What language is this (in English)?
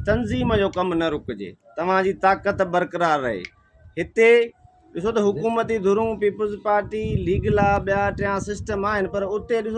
Sindhi